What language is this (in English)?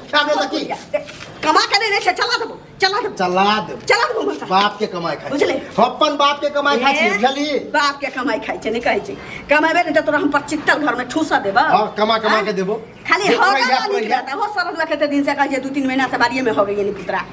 Maithili